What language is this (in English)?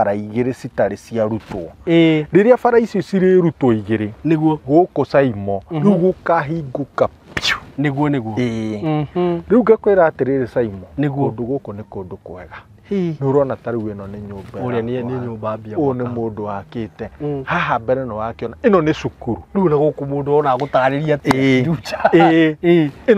Kikuyu